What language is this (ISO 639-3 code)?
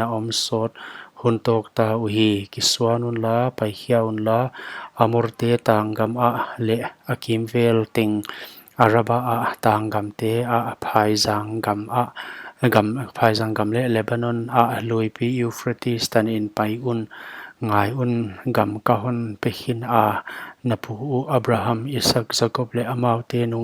pck